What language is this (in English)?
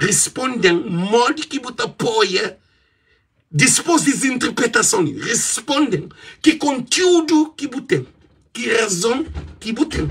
Kabuverdianu